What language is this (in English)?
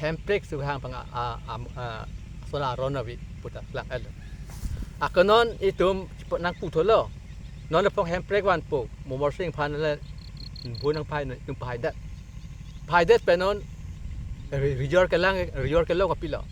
Karbi